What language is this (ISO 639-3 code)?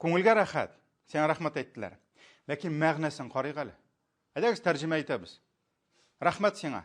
tat